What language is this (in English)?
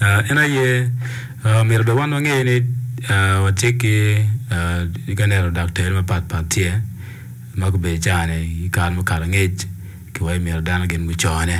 Acoli